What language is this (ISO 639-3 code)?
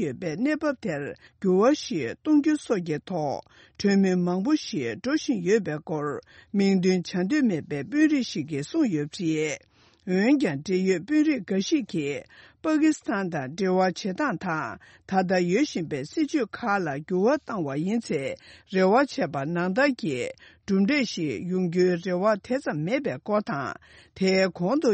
bod